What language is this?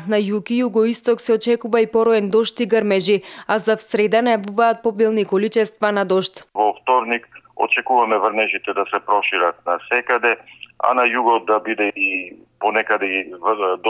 Macedonian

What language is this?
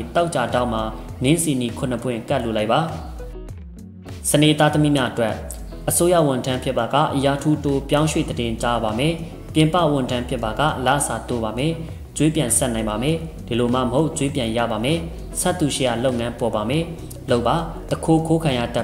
Burmese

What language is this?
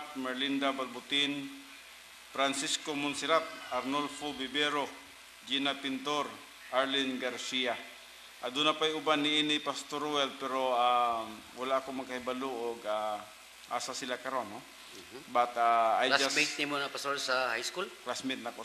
Cebuano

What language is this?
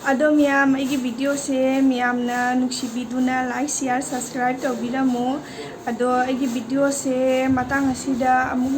Manipuri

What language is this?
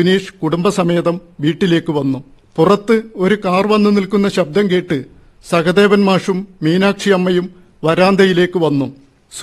Malayalam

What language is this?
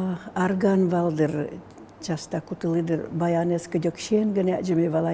Udmurt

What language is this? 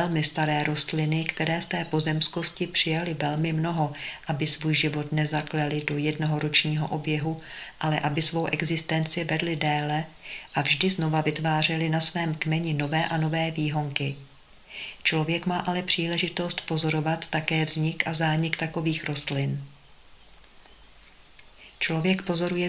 Czech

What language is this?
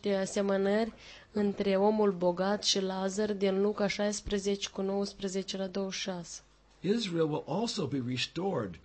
Romanian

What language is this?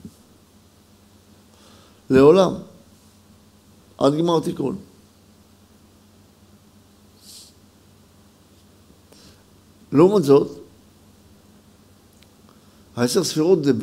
Hebrew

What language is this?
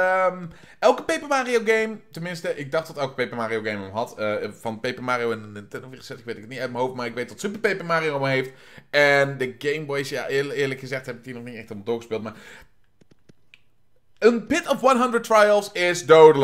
Dutch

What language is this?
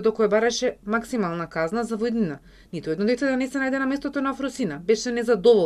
Macedonian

